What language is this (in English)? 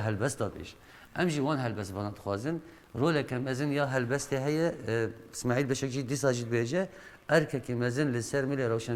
Kurdish